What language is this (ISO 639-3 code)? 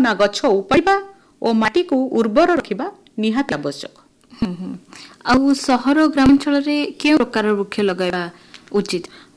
ori